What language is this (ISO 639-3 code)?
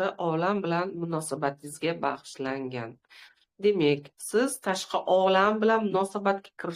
uzb